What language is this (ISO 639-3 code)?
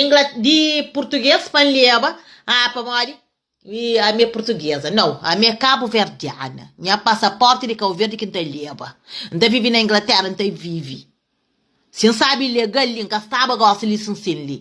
kea